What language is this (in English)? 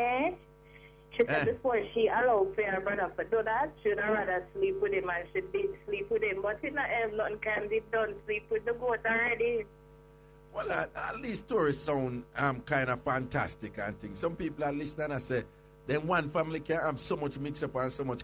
Jamaican Creole English